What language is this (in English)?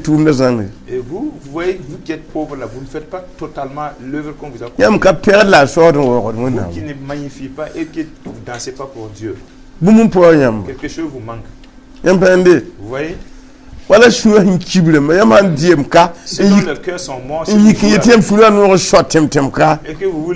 Mossi